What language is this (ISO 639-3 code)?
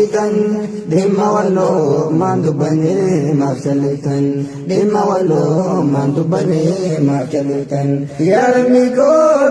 orm